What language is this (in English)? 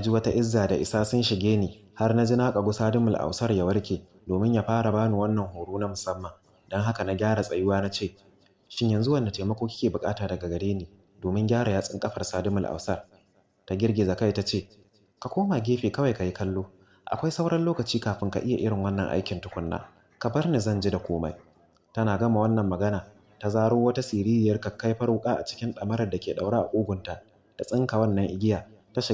Hausa